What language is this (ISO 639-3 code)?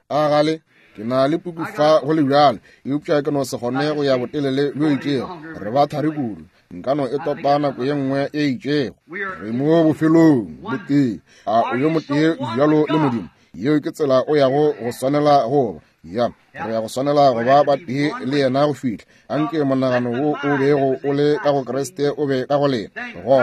nso